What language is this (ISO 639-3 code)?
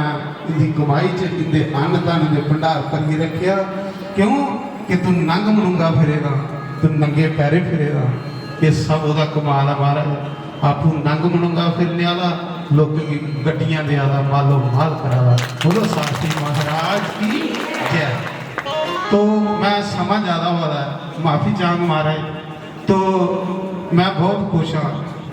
doi